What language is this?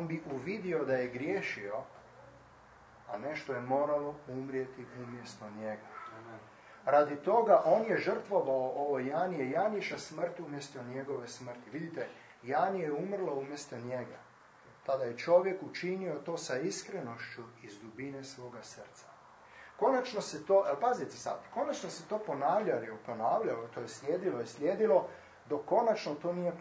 Croatian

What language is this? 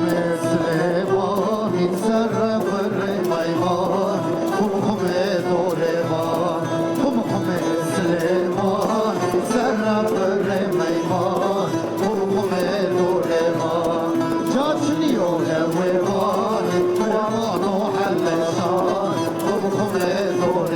Zaza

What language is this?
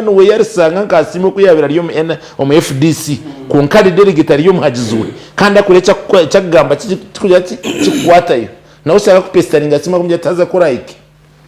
Nyankole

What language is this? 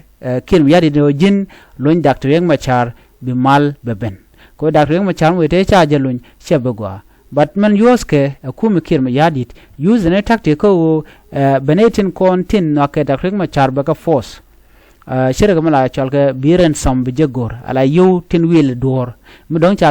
Nuer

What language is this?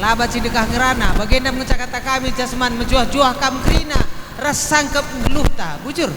Batak Karo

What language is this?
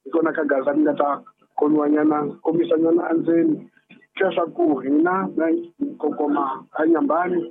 Tsonga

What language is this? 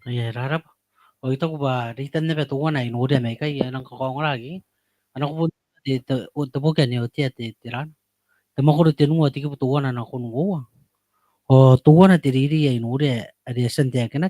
Gilbertese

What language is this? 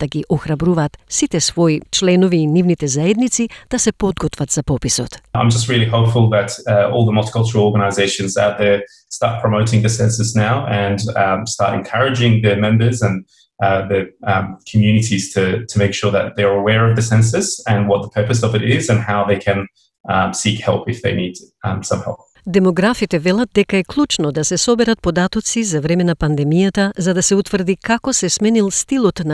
Macedonian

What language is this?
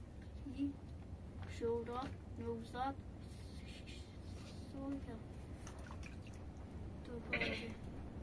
Persian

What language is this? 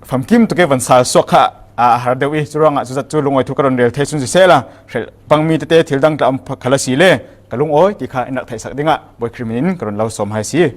Falam Chin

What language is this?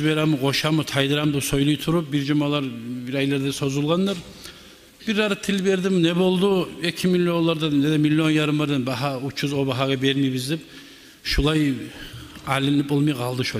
Kumyk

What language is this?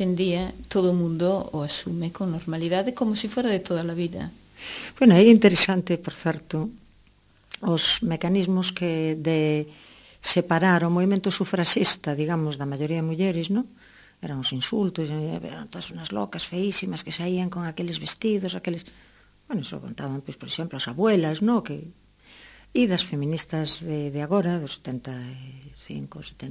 Galician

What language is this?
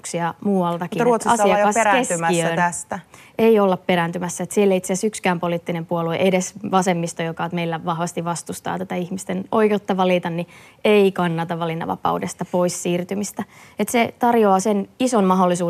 Finnish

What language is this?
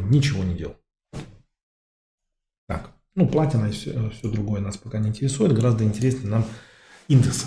Russian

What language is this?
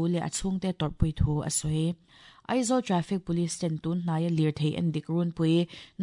Mizo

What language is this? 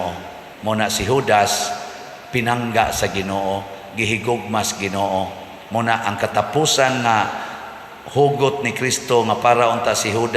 Cebuano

